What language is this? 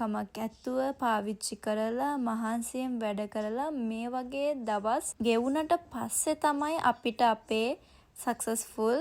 Sinhala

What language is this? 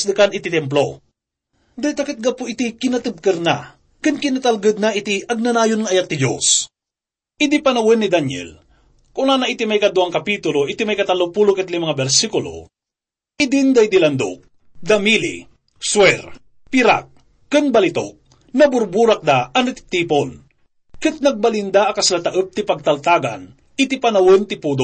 Iloko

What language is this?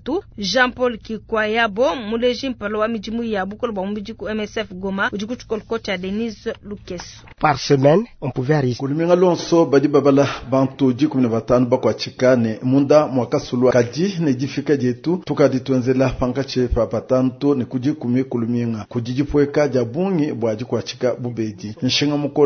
Luba-Lulua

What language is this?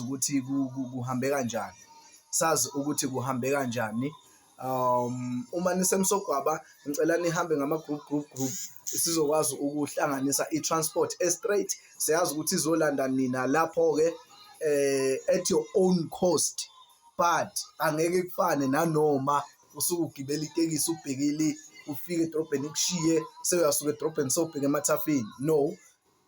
Zulu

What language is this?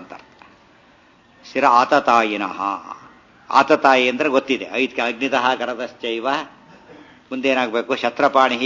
Kannada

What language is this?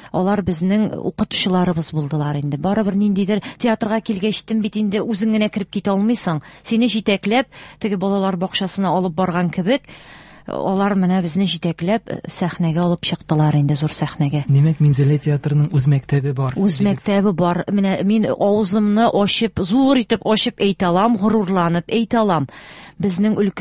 Tatar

